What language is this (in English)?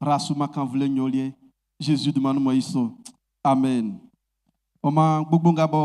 Baoulé